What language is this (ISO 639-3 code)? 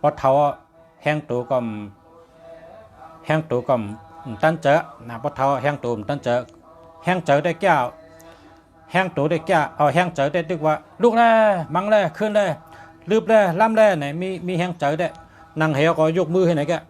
shn